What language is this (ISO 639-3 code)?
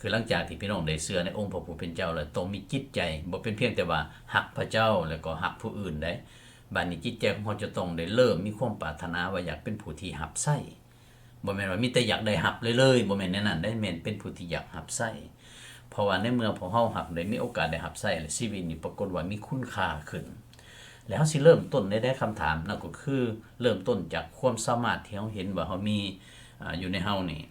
lao